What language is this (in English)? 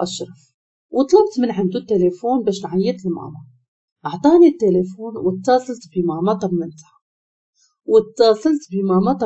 Moroccan Arabic